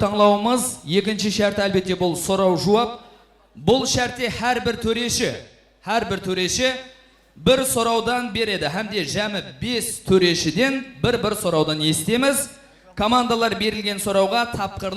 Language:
Kara-Kalpak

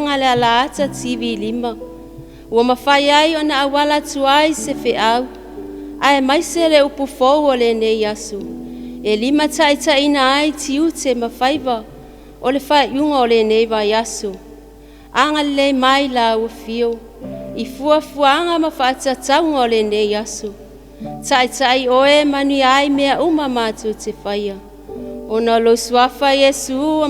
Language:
Samoan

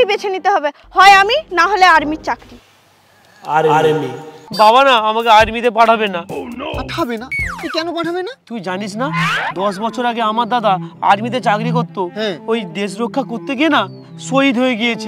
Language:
Bangla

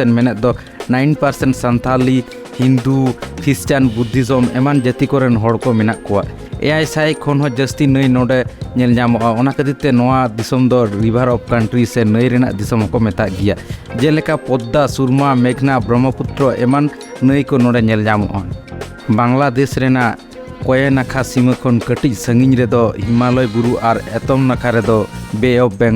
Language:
Santali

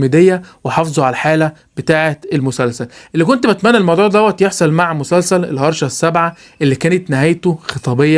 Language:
Egyptian Arabic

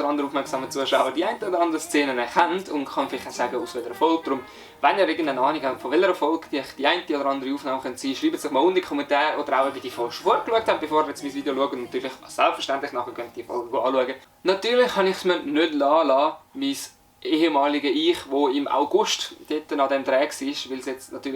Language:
Swiss German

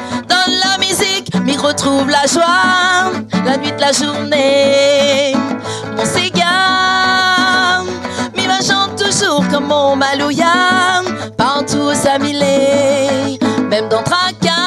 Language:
Réunion Creole French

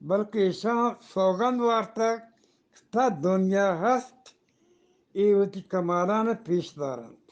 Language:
Eastern Balochi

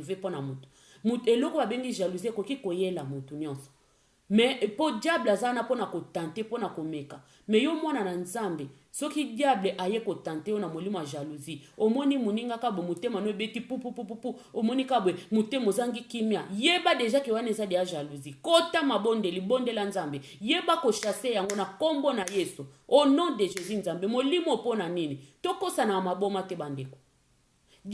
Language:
Lingala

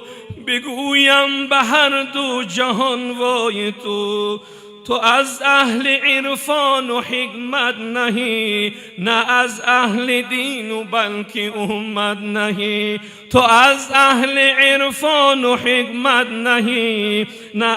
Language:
Tajik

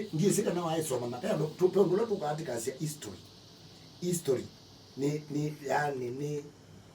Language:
Kamba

